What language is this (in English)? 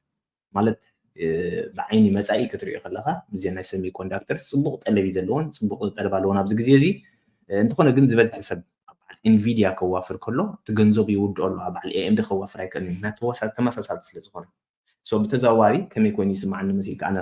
Tigrinya